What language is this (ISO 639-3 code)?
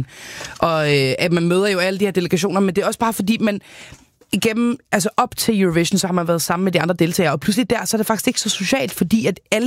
dan